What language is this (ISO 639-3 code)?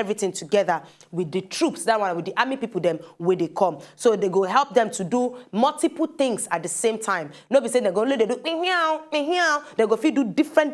pcm